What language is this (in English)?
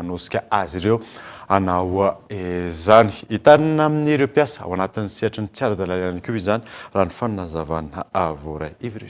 Malagasy